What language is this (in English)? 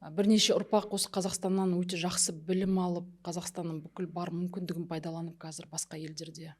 Kazakh